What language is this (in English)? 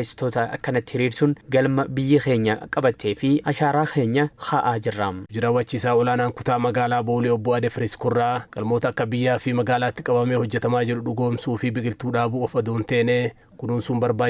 Oromo